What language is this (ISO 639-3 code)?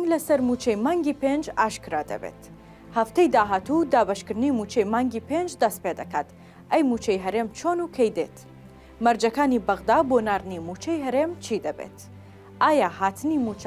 ckb